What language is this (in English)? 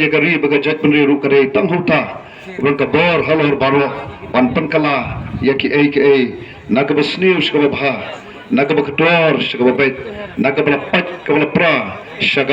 Khasi